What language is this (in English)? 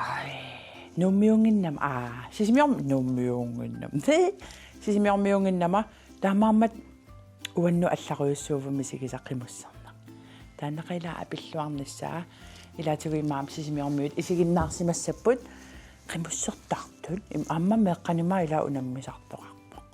Kalaallisut